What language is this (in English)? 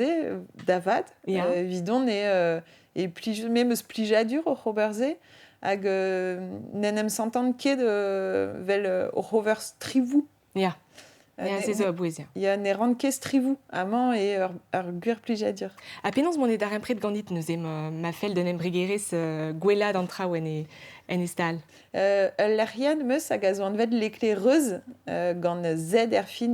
Breton